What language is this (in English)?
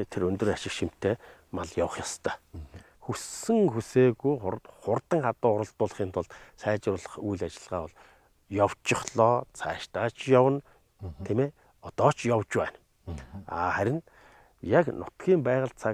Mongolian